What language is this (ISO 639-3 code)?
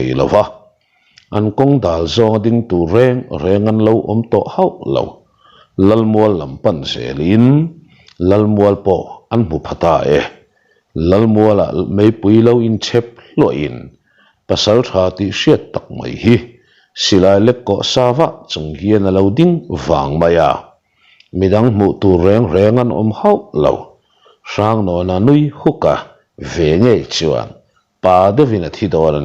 lus